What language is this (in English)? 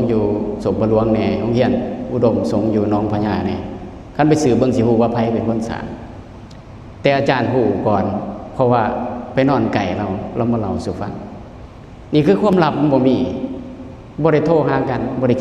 Lao